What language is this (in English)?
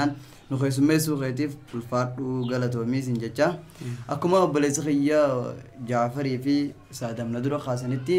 Oromo